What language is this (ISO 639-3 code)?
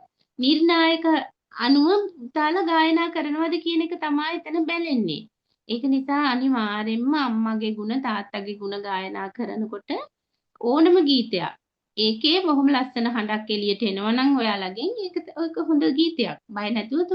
sin